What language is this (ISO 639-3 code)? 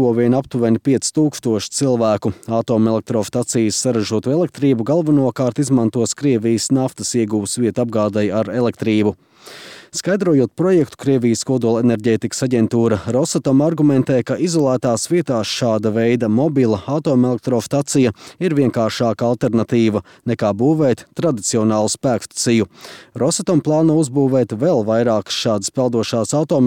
lav